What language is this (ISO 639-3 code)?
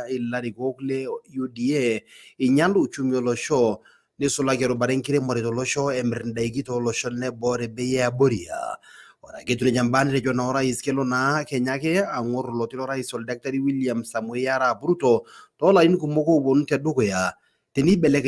mas